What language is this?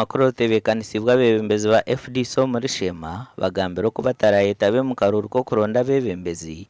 Nyankole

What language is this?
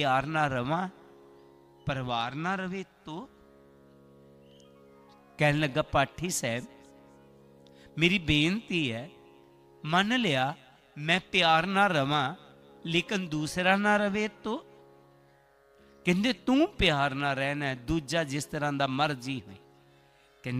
Punjabi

